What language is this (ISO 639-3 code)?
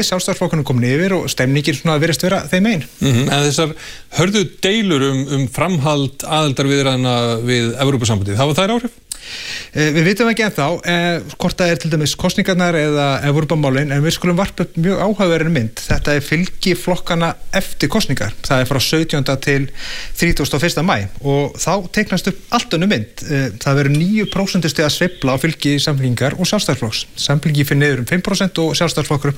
isl